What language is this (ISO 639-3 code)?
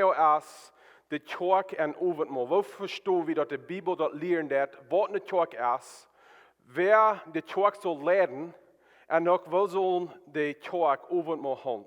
pdt